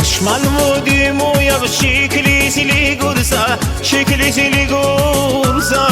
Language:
Tabassaran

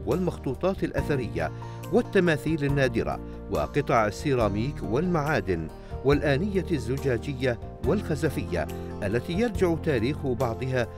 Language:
Arabic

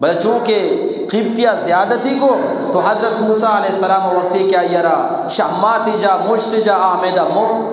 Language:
Eastern Balochi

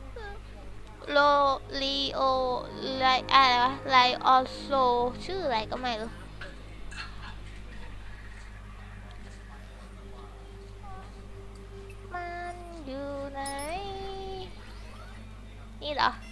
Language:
Thai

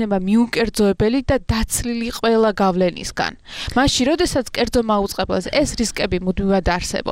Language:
Georgian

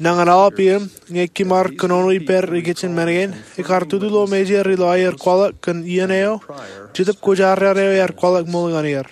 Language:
Marshallese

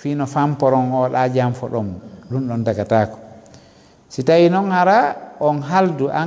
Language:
Fula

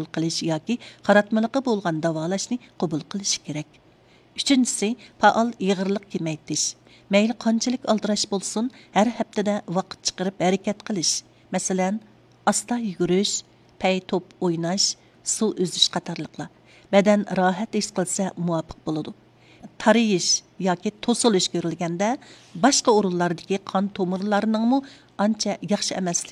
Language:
Uyghur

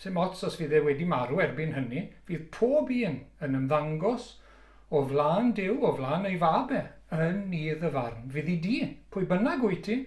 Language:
Welsh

